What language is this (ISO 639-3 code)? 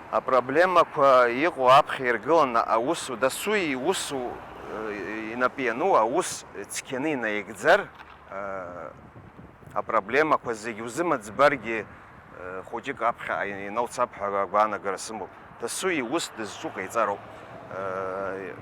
abk